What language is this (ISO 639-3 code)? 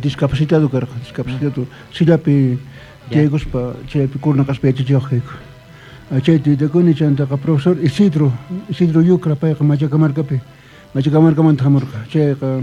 quh